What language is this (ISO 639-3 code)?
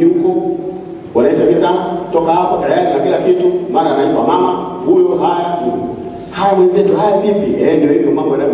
swa